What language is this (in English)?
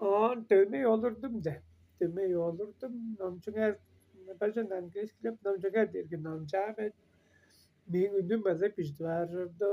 Tuvinian